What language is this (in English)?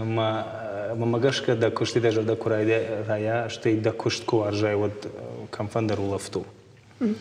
Ossetic